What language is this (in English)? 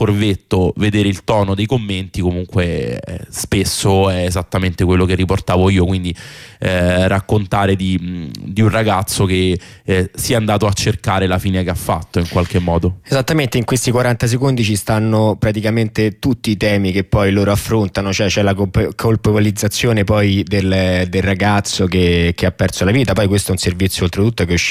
Italian